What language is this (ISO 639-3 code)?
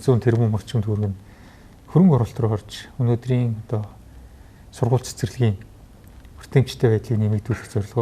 mon